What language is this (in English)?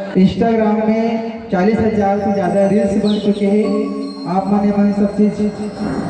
Chhattisgarhi